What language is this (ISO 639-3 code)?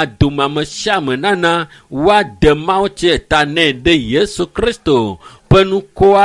ewe